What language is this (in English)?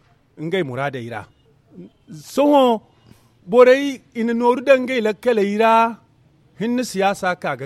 Zarma